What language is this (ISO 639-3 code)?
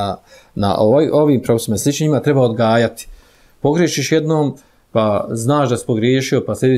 bos